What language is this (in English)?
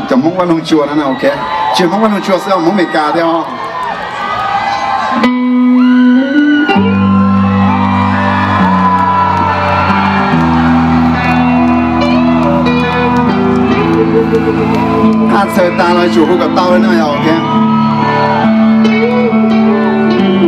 Vietnamese